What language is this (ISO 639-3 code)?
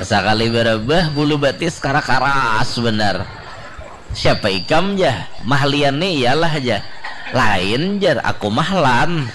bjn